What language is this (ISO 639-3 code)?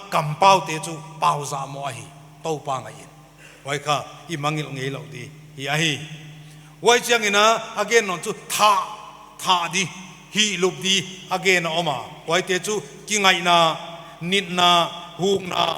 pck